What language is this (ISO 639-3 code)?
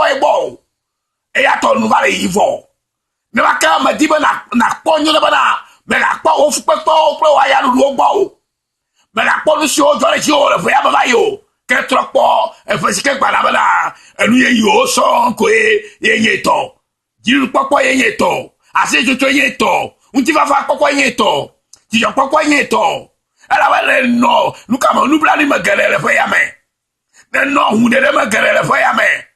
ewe